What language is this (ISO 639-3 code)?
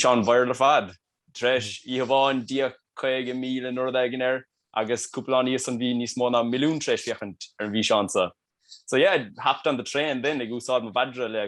gle